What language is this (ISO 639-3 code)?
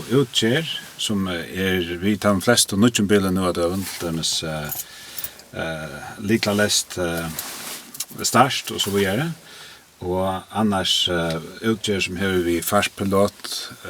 fao